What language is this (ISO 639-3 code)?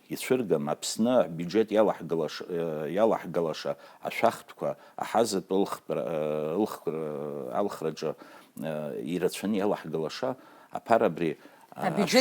abk